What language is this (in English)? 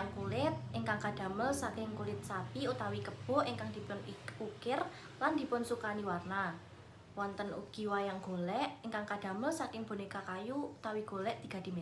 Javanese